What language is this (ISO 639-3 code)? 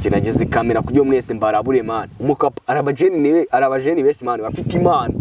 kin